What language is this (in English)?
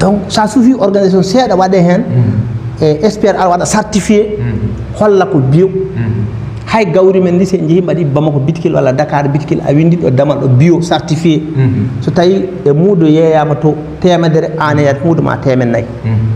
Fula